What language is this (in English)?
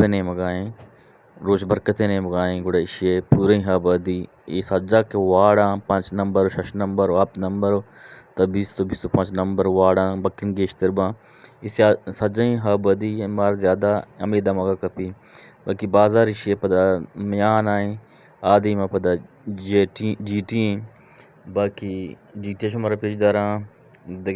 Eastern Balochi